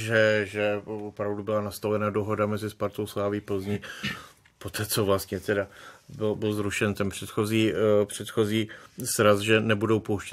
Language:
Czech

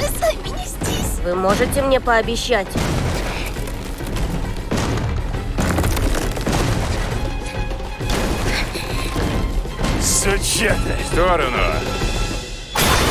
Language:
Russian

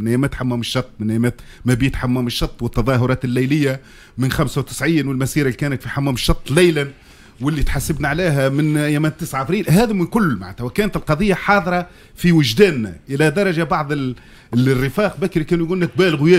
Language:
Tunisian Arabic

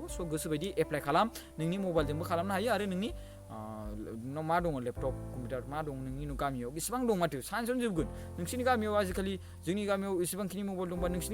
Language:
Bodo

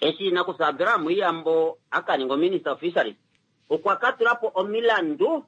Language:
Kuanyama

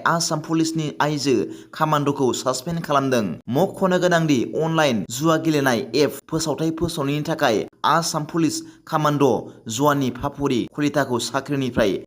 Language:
Bodo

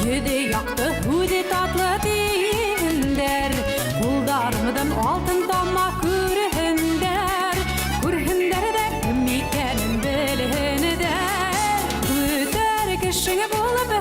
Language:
Bashkir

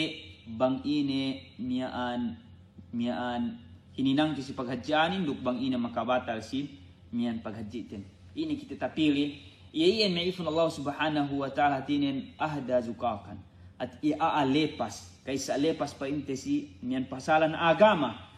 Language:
Yakan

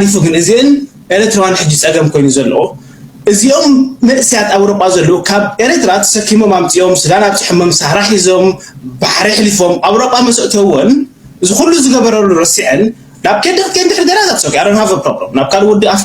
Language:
Tigrinya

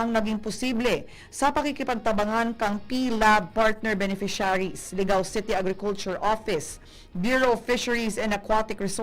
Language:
Bikol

